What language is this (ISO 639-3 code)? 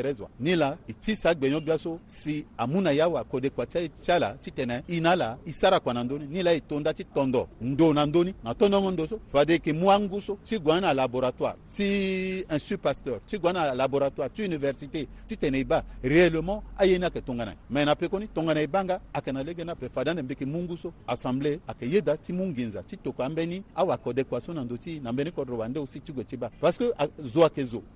sag